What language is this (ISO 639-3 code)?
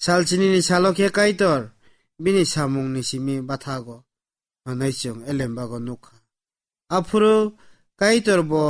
trp